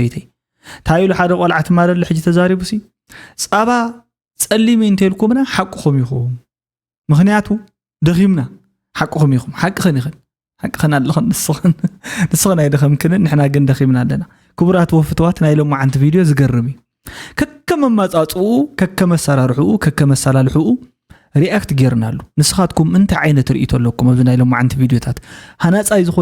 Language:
Tigrinya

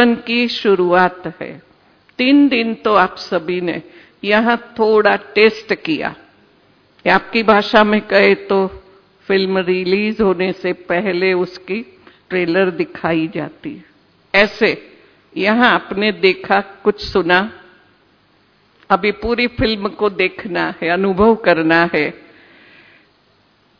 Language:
Hindi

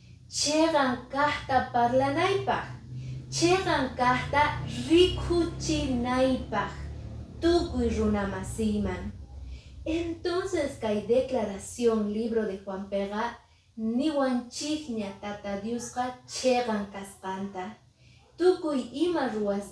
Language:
Quechua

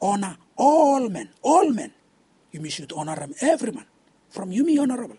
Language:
Bislama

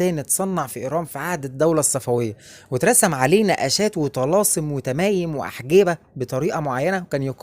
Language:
Egyptian Arabic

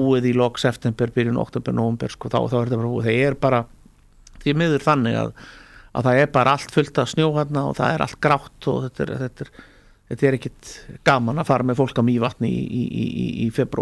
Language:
Icelandic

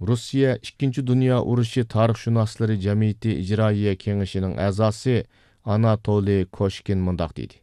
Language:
Uyghur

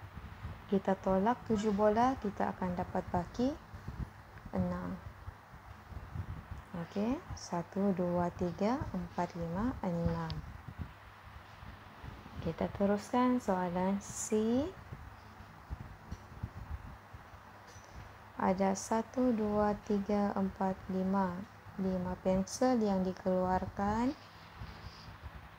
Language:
Malay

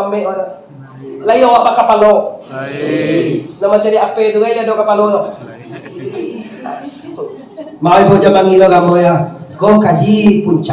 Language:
Minangkabau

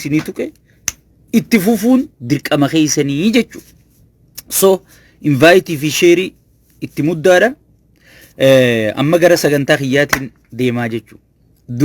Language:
Oromo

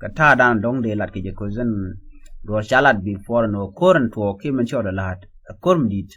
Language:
Nuer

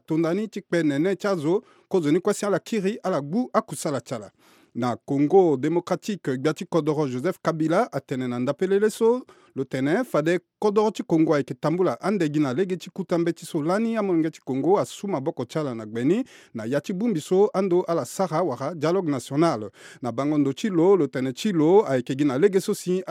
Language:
Sango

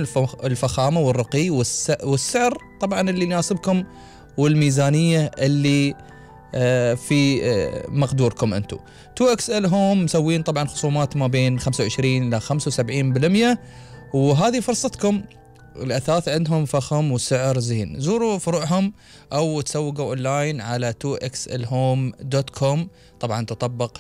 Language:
Gulf Arabic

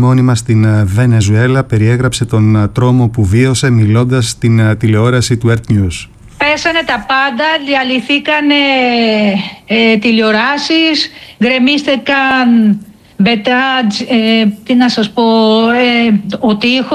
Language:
Greek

